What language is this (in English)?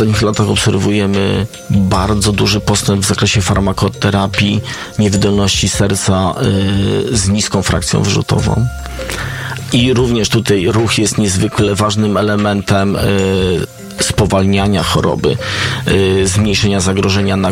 Polish